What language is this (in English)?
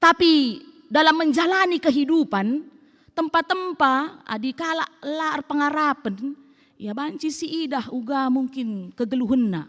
Batak Karo